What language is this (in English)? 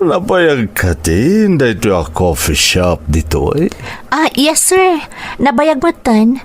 Iloko